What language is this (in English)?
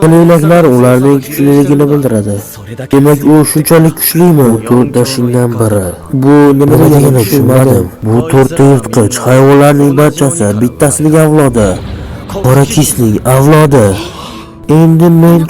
Uzbek